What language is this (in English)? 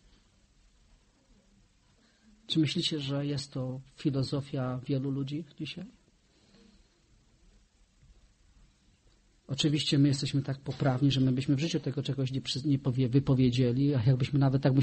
Polish